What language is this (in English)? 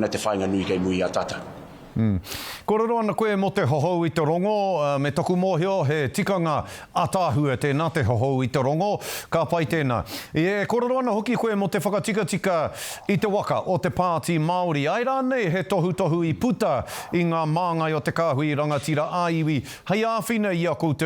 Māori